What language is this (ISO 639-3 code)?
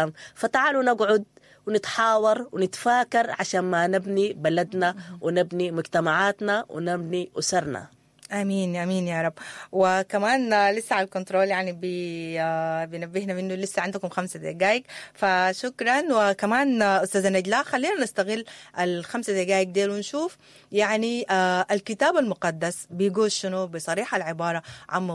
apd